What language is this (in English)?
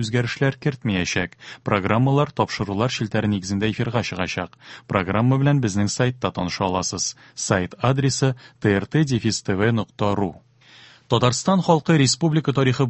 Tatar